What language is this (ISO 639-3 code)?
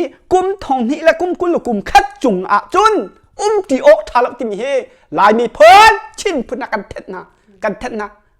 cnh